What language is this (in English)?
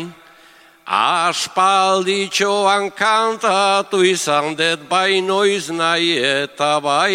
Basque